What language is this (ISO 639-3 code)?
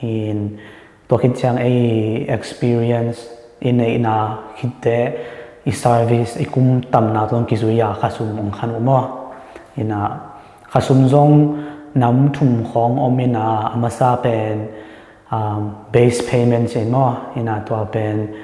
ctd